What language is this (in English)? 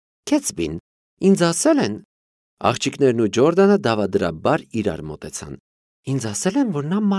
Armenian